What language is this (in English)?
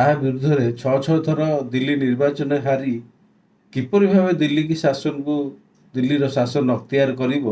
Odia